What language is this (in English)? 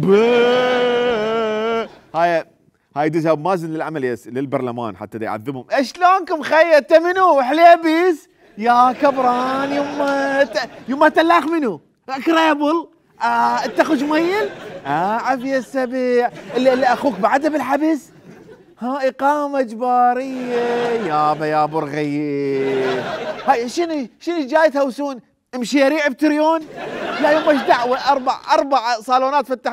Mesopotamian Arabic